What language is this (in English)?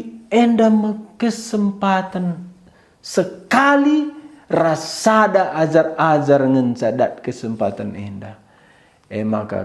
Batak Karo